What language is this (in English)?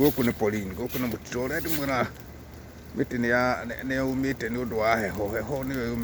Kikuyu